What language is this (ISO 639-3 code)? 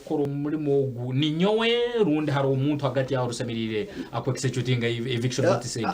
nyn